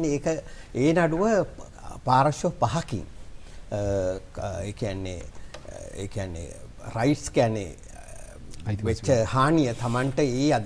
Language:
Sinhala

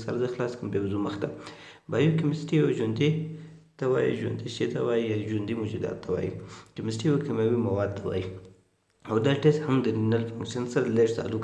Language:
Pashto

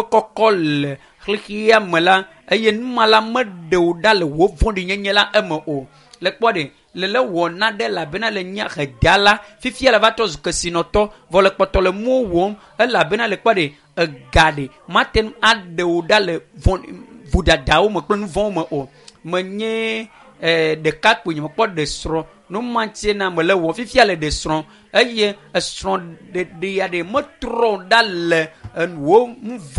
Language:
Ewe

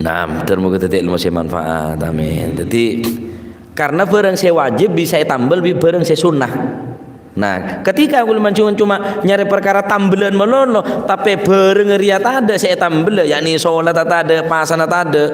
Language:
Madurese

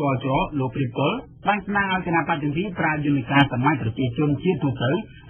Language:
Khmer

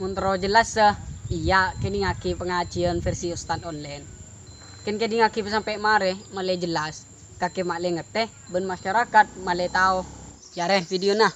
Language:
Madurese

